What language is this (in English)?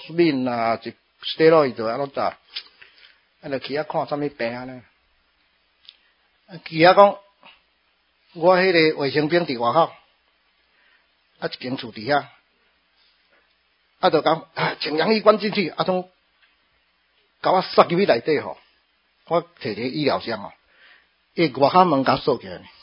Min Nan Chinese